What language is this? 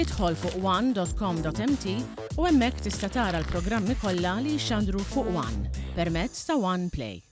Maltese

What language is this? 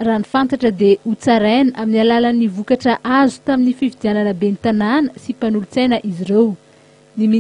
Malagasy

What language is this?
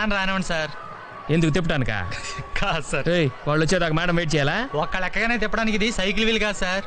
Telugu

